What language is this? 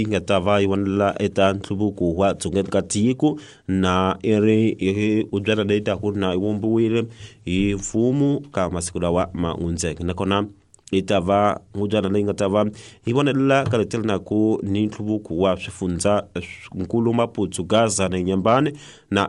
Tsonga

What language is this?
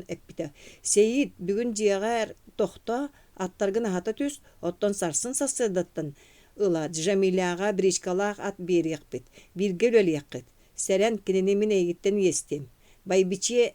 Yakut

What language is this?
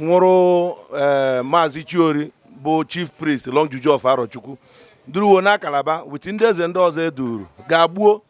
Igbo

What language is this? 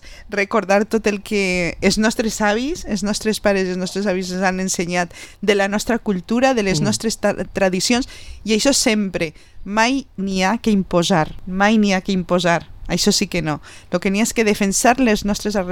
Catalan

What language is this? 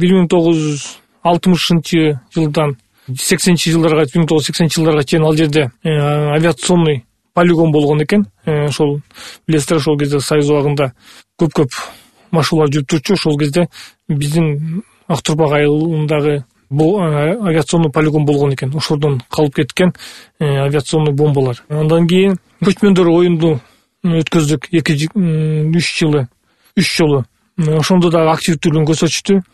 Kyrgyz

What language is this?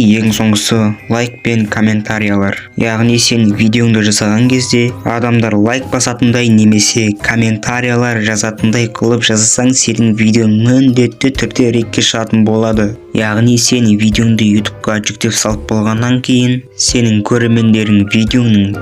Kazakh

